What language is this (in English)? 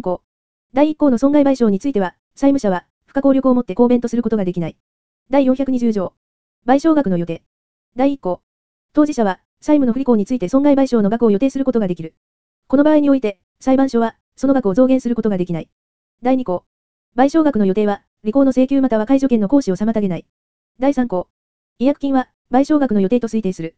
Japanese